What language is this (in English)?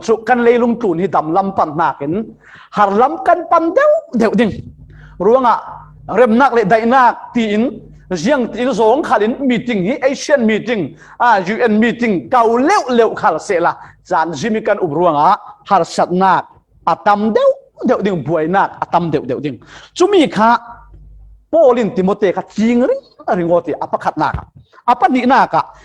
Falam Chin